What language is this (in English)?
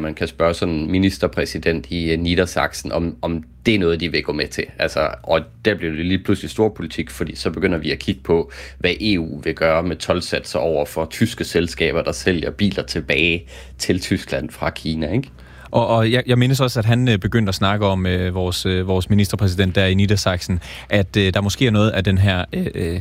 Danish